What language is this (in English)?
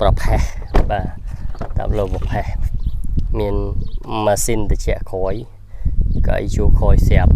Khmer